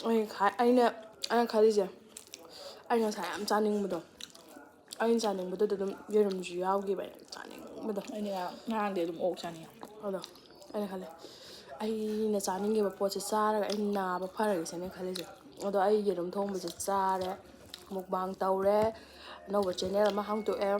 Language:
Manipuri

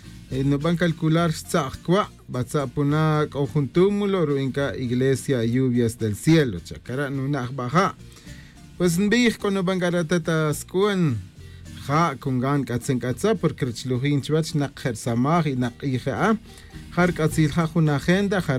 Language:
Kaqchikel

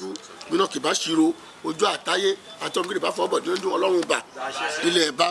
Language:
Yoruba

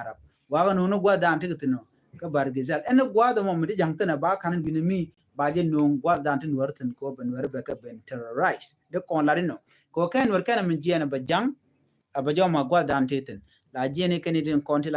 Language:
Nuer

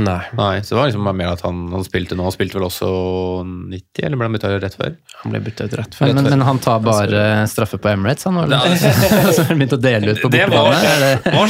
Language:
Norwegian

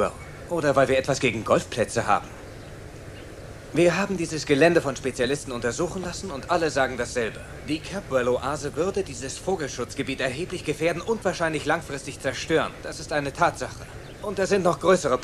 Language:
German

